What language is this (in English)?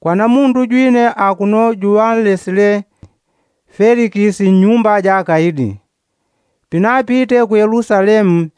Yao